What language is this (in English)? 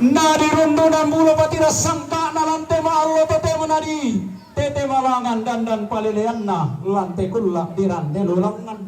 Toraja-Sa'dan